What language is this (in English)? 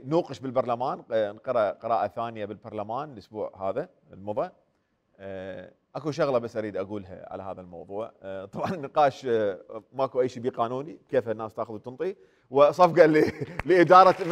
Mesopotamian Arabic